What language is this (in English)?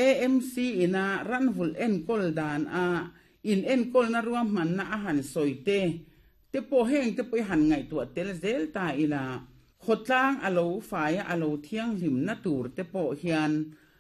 Mizo